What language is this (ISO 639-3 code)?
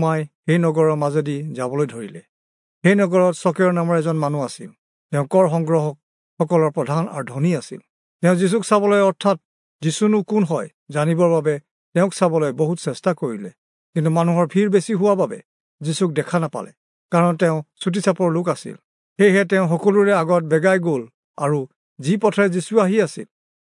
asm